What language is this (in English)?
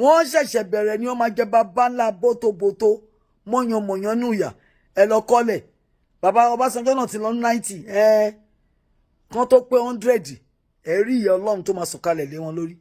Yoruba